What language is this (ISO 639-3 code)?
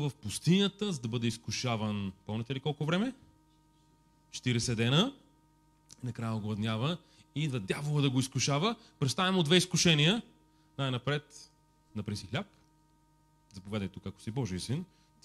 bul